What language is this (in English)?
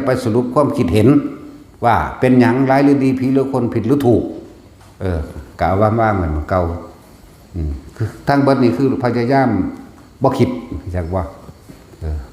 Northeastern Thai